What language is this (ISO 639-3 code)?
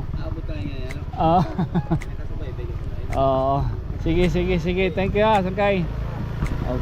war